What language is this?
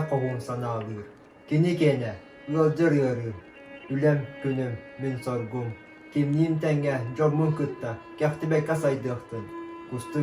Yakut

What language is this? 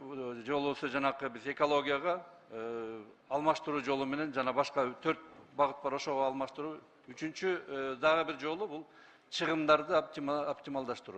Kyrgyz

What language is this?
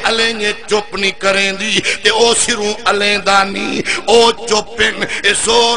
Saraiki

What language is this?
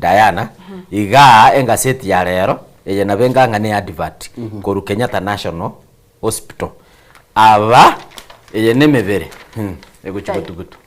Gusii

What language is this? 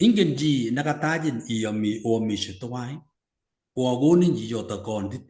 Kalenjin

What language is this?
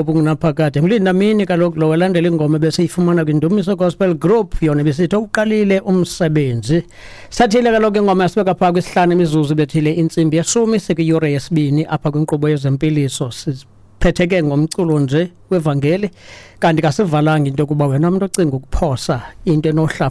Xhosa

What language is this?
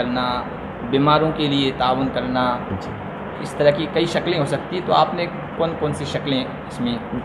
Urdu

